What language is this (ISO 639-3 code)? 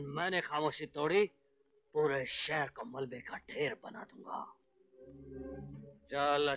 hin